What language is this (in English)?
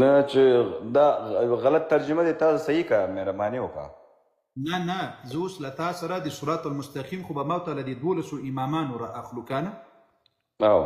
Pashto